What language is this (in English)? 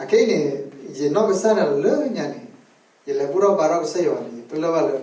S'gaw Karen